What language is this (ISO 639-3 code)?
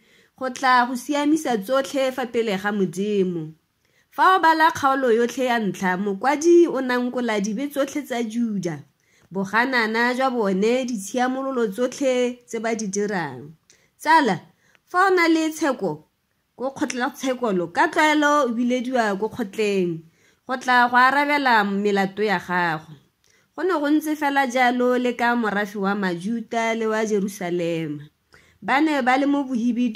tsn